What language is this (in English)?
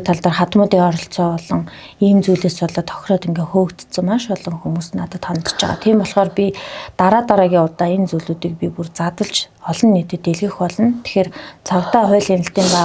Mongolian